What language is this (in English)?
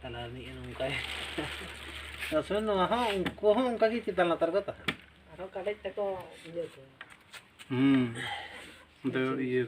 Santali